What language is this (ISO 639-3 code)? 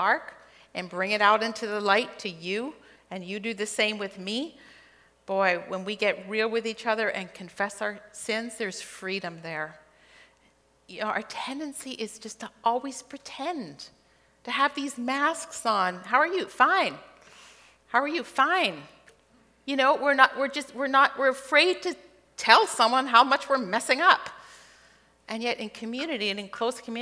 eng